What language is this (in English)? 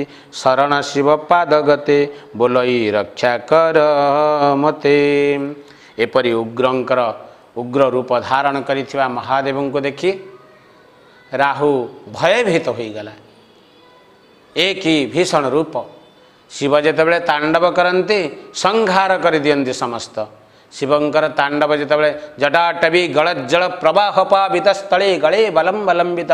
Odia